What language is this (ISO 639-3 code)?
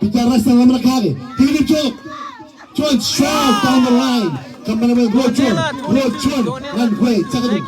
mah